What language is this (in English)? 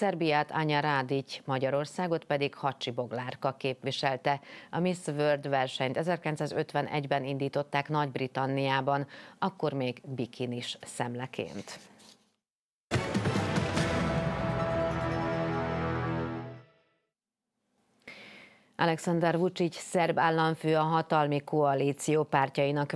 Hungarian